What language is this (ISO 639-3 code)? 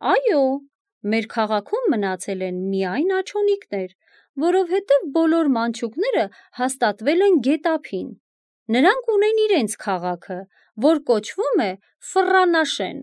hye